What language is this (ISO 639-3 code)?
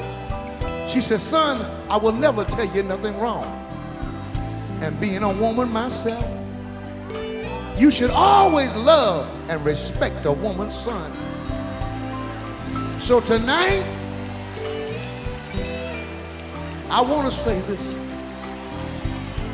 eng